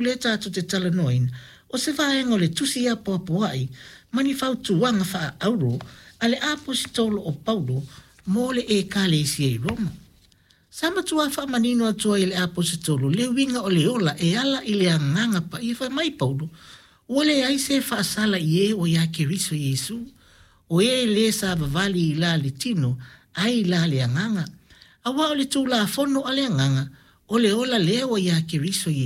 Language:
Samoan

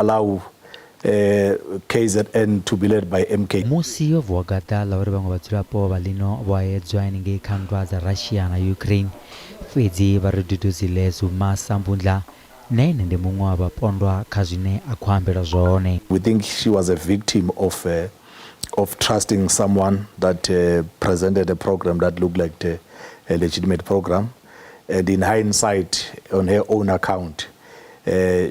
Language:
Venda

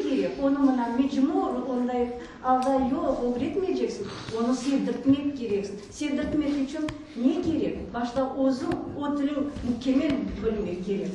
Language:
Crimean Tatar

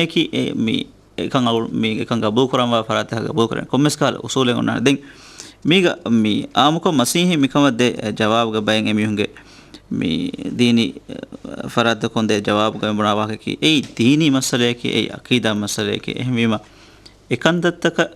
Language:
Divehi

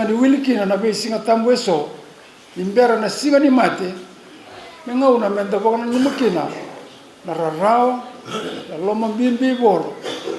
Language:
Fijian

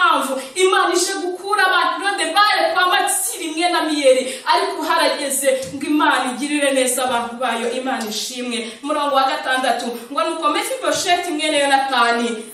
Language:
Kinyarwanda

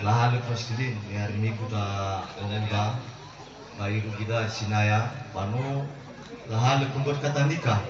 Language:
Nias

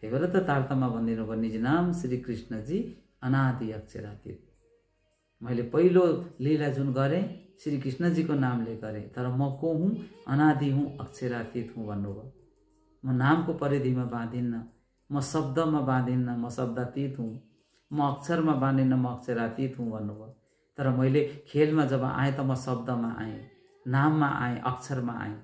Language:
Nepali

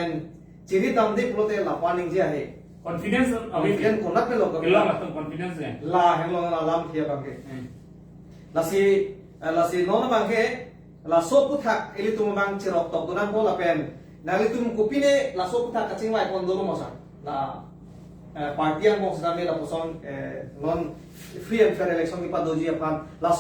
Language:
Karbi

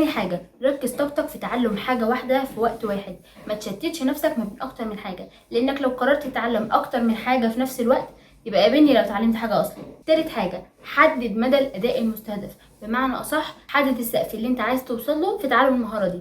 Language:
Egyptian Arabic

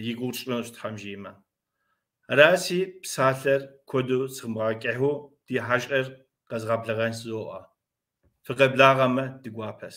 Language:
Kabardian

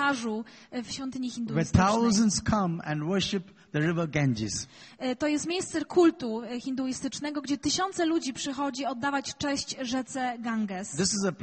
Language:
Polish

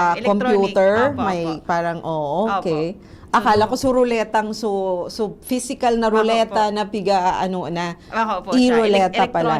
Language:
Bikol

